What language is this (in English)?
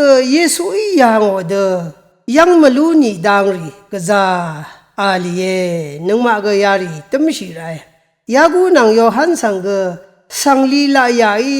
Rawang